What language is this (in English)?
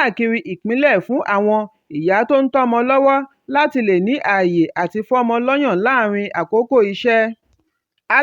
Yoruba